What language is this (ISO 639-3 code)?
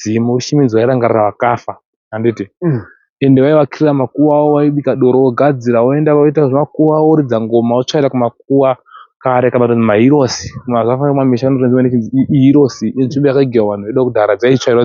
sna